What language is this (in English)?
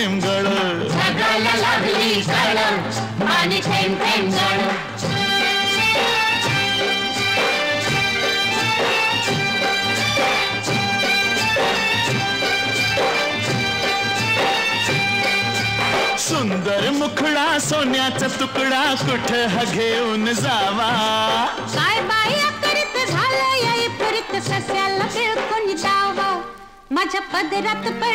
Marathi